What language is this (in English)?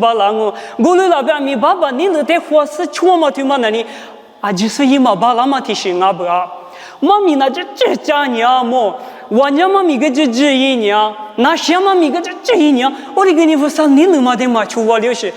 Lisu